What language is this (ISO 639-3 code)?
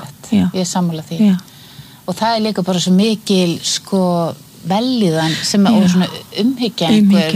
isl